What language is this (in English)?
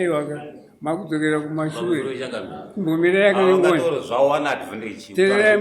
Shona